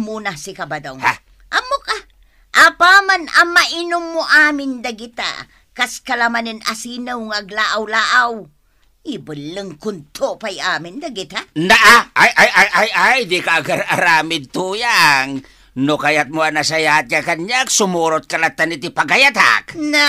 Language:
Iloko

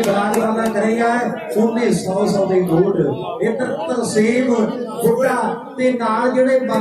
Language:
Punjabi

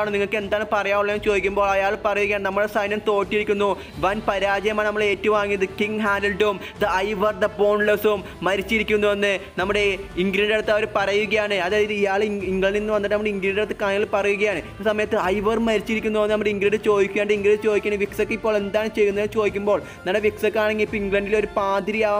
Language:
Malayalam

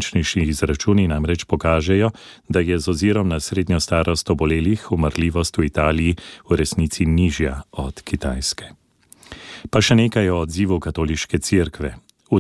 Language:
Slovenian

